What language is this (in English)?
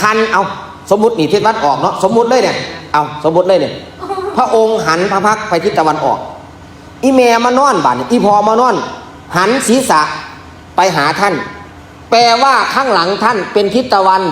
Northeastern Thai